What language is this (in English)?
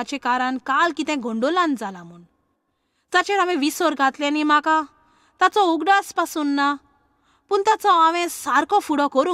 Konkani